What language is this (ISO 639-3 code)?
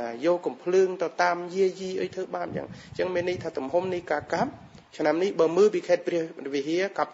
khm